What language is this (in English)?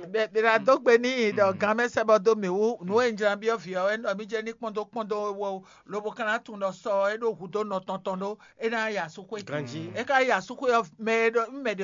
Fon